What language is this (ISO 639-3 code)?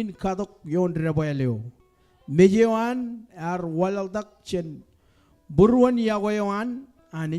mah